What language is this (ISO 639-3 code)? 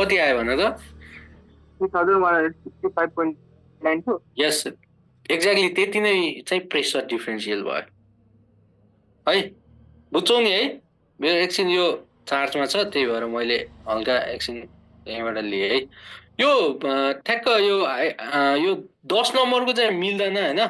nep